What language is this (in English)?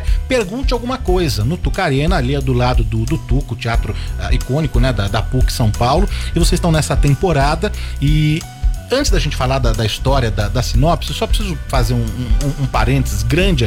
Portuguese